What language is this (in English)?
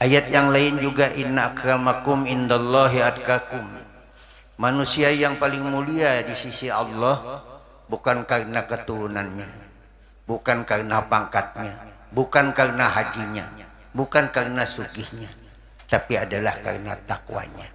Banjar